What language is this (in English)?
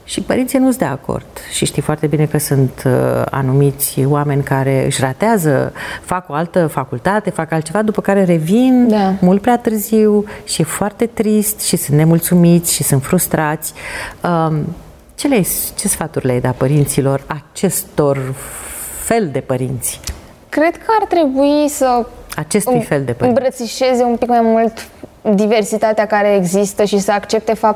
Romanian